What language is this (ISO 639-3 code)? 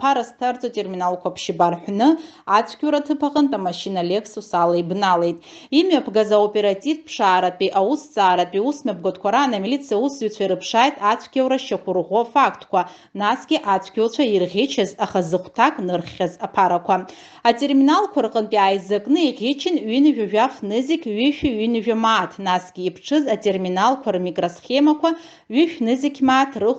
abk